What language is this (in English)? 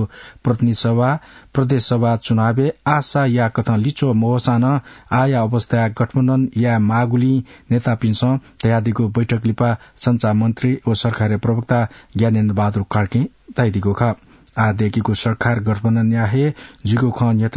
Newari